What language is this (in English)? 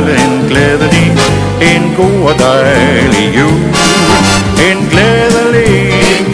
Danish